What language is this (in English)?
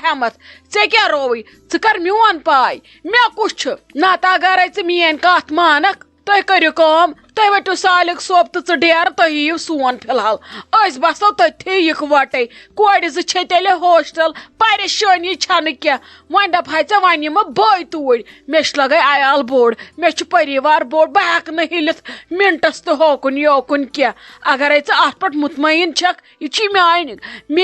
Kashmiri